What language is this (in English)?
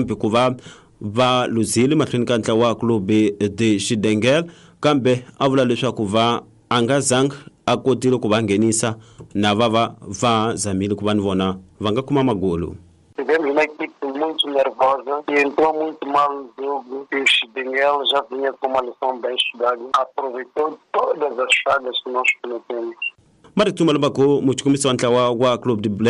Tsonga